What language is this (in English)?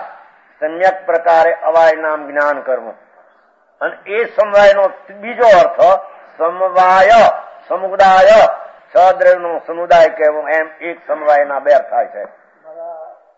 Gujarati